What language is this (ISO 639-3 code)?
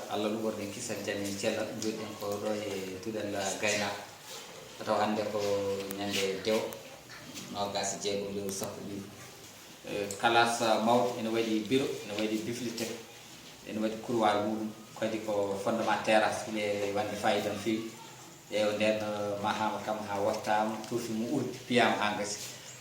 ful